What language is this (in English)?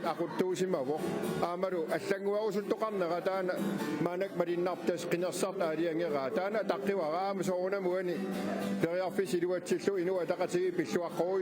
Kalaallisut